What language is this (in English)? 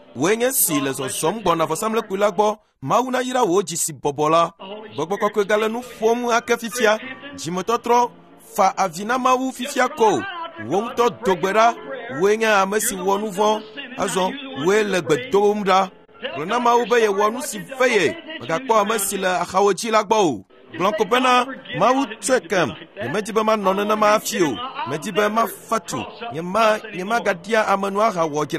Ewe